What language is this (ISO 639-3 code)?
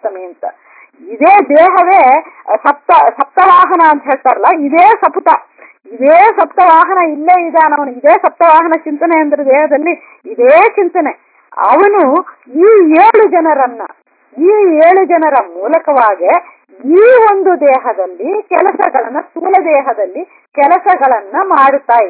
kan